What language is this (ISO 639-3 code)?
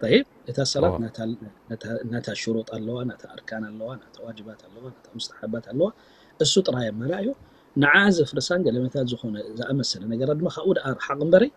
tir